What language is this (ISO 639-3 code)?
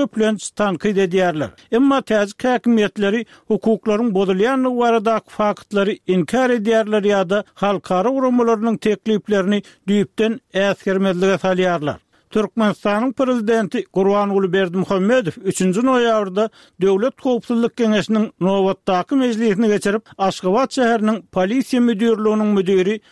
tuk